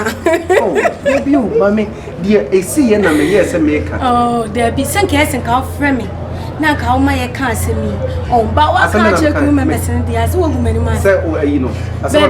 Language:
Akan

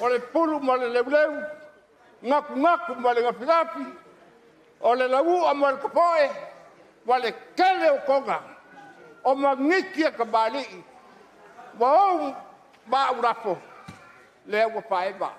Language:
Samoan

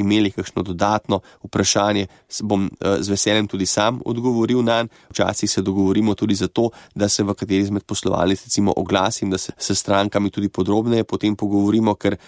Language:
Slovenian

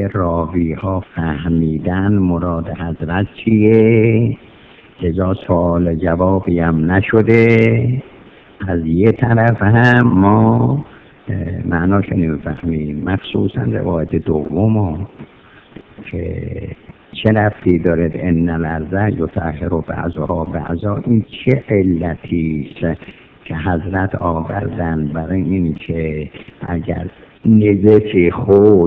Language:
Persian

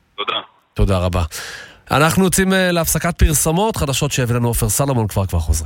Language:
Hebrew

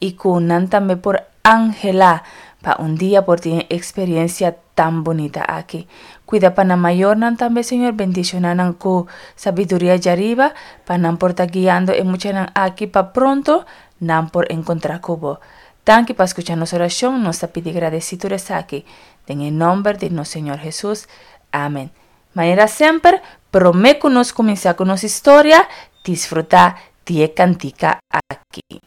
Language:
Papiamento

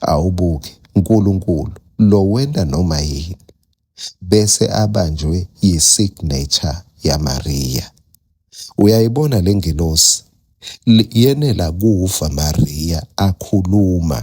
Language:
Swati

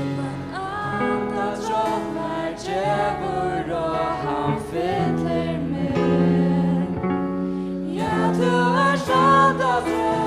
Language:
Faroese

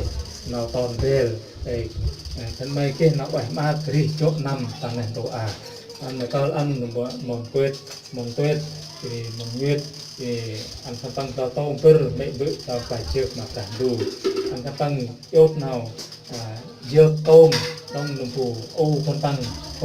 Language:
Central Mnong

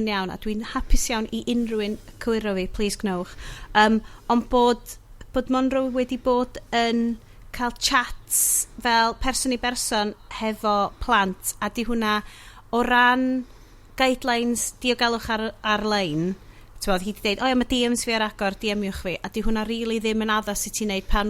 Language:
Welsh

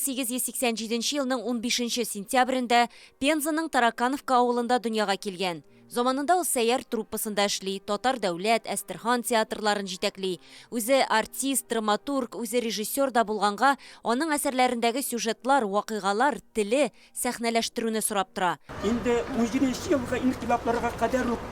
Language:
Tatar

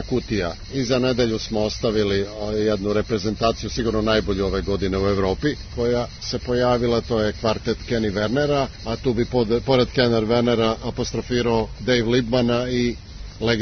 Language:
Serbian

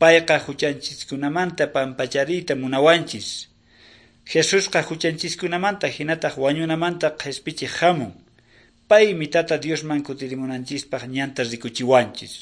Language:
Quechua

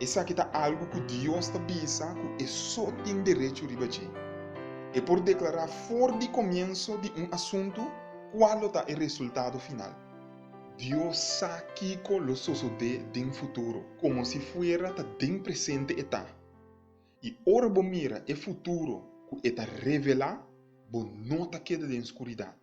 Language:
Papiamento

